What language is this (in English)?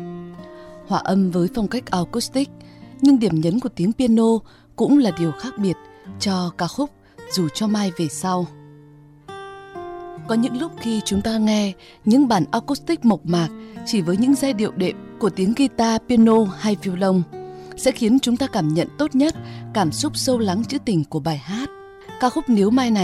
Vietnamese